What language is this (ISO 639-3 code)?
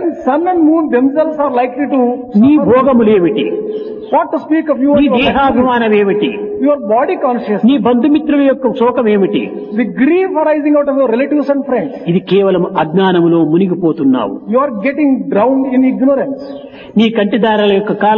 tel